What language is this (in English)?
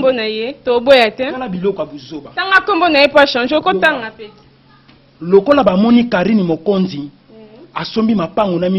Lingala